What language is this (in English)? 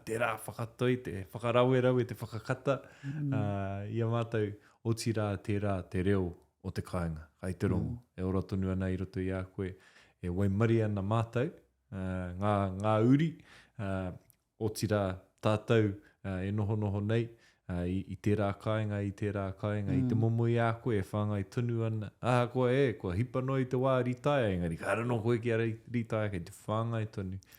Māori